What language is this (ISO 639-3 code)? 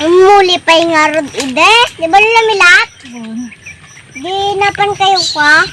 ilo